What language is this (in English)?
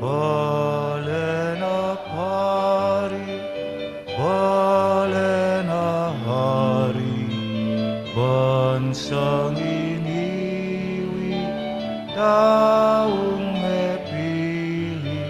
Pampanga